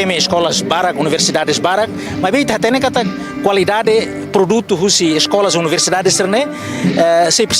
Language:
Tetum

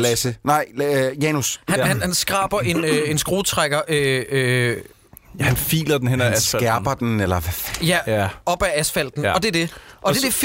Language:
Danish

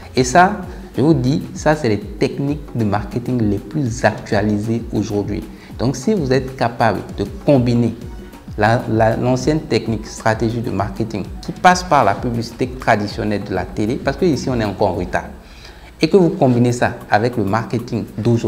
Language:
French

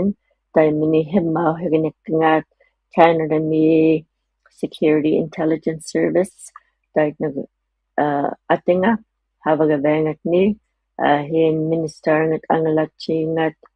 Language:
Inuktitut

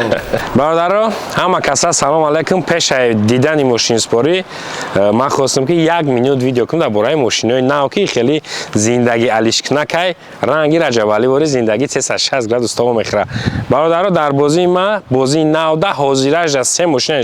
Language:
Tajik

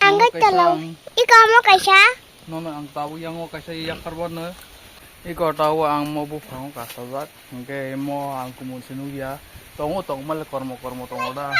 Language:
Kok Borok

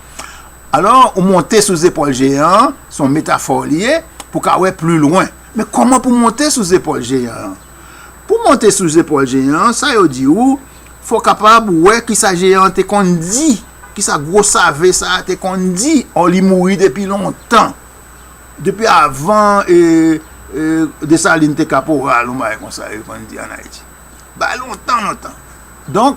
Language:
Haitian Creole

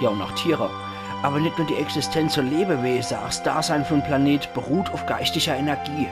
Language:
Palatine German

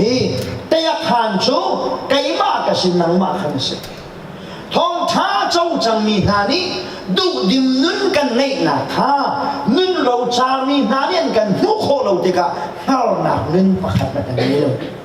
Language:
Hakha Chin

